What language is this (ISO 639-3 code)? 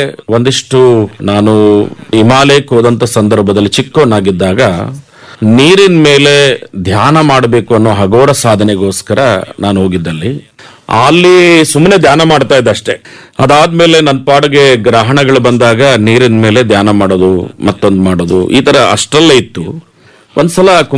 kan